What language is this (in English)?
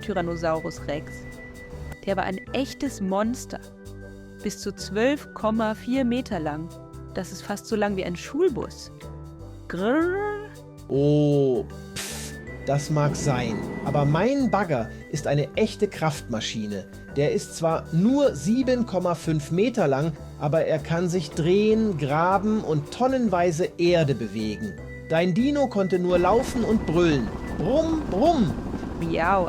Swiss German